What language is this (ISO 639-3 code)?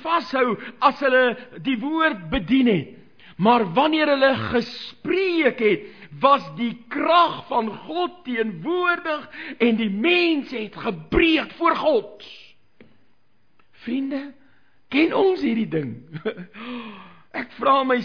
afr